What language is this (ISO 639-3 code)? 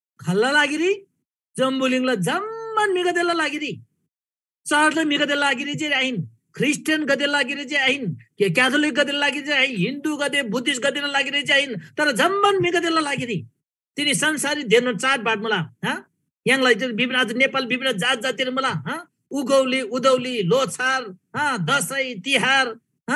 taj